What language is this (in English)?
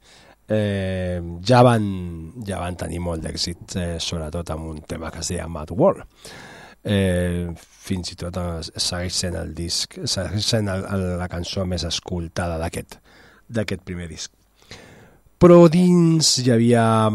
Catalan